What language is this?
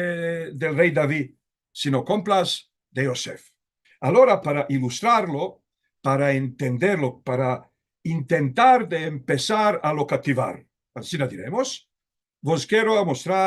Ladino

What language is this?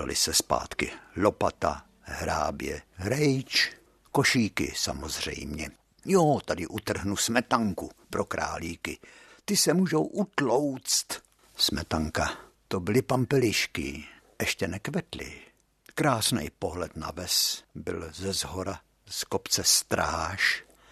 Czech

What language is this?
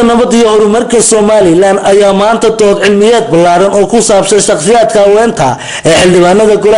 Somali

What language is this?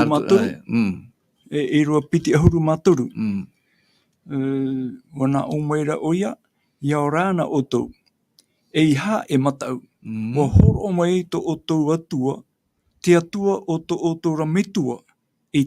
Tahitian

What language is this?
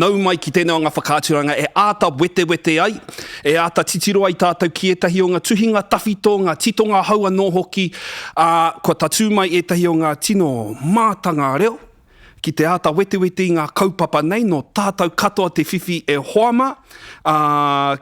Māori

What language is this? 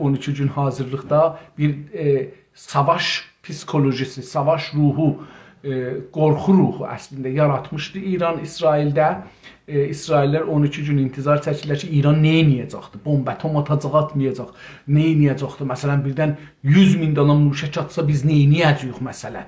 South Azerbaijani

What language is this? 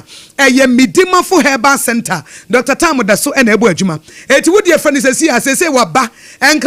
Akan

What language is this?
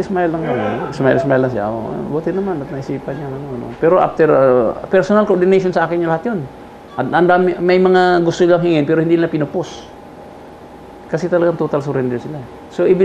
Filipino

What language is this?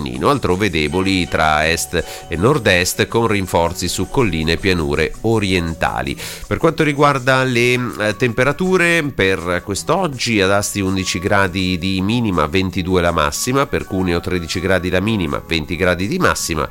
Italian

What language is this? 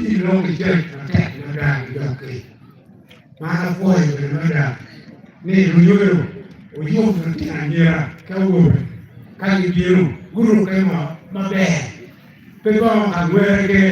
Acoli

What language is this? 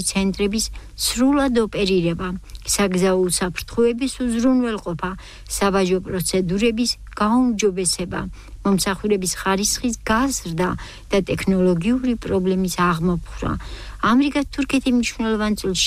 Georgian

